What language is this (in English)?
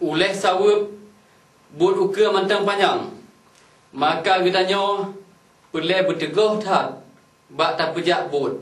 Achinese